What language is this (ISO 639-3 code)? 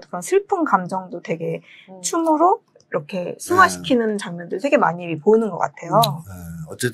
kor